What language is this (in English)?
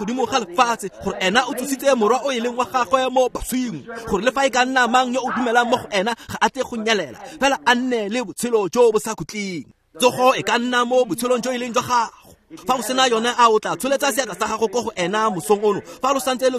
Tswana